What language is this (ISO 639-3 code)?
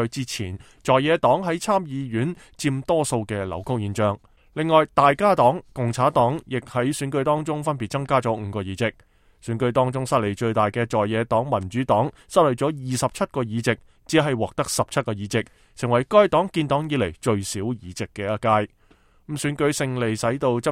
yue